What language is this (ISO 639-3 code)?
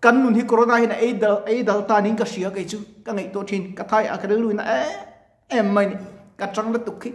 lus